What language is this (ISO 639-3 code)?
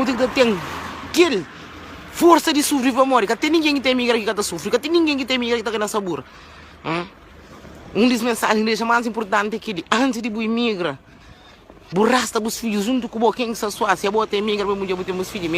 kea